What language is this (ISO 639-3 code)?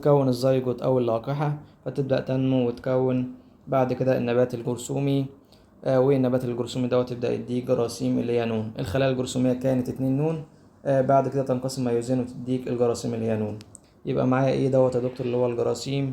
arz